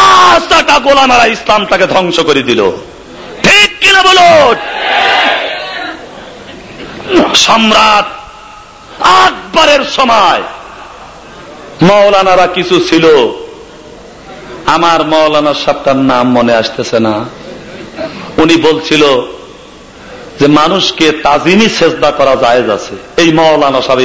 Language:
Bangla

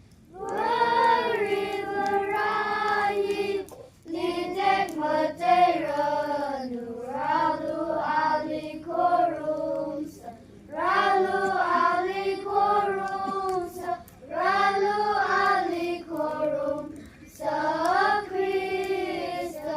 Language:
Tangkhul Naga (India)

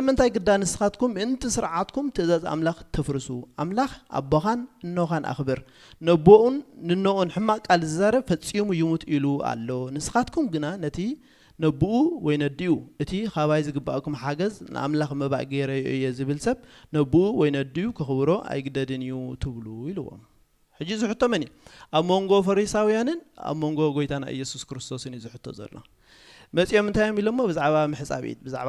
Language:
Tigrinya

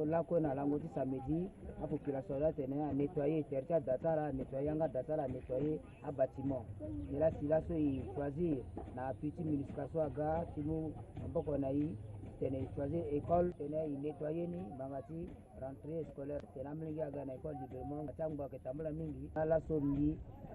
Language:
Sango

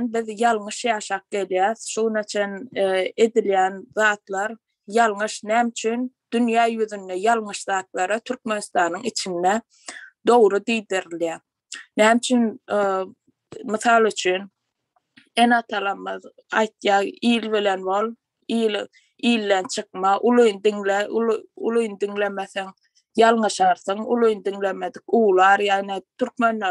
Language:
Turkmen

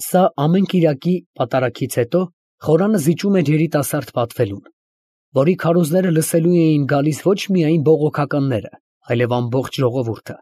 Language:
Armenian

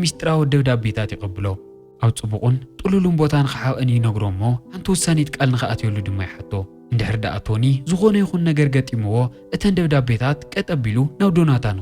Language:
Tigrinya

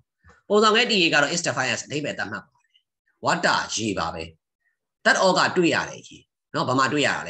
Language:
Burmese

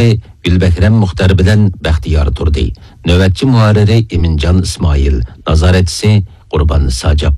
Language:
Uyghur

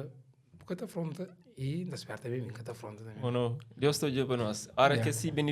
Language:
Kabuverdianu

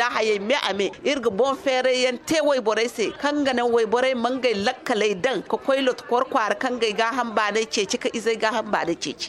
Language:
Zarma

